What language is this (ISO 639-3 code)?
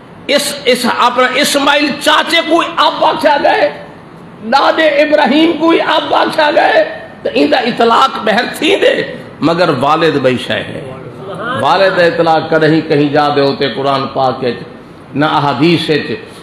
skr